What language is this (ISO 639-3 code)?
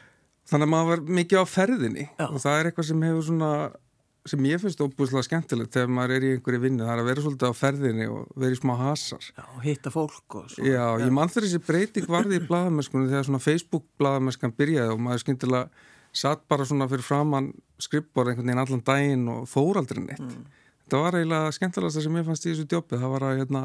isl